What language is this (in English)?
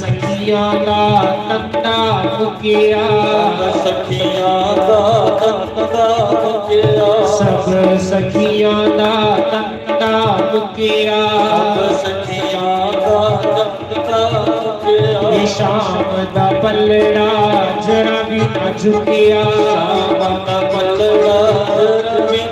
Dogri